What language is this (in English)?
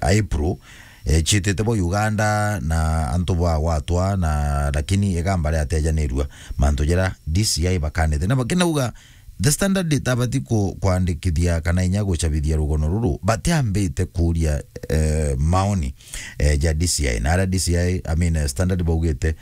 Meru